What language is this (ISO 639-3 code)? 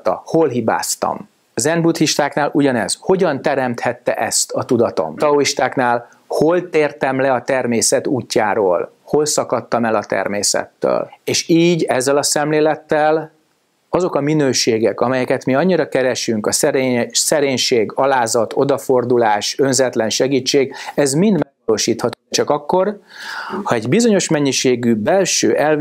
hun